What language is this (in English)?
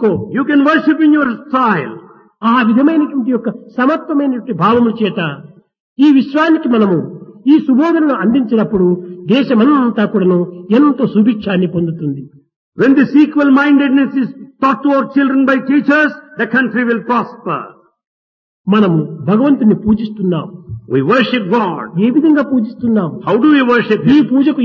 Telugu